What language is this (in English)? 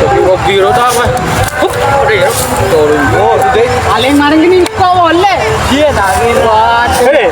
Madurese